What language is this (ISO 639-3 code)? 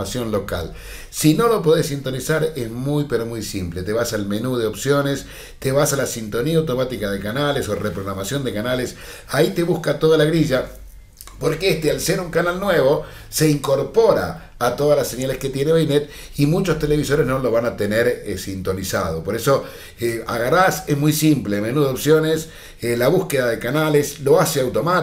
spa